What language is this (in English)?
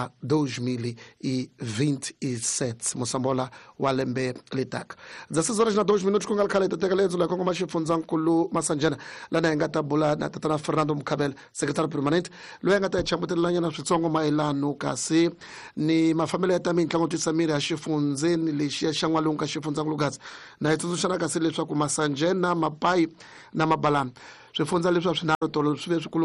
Tsonga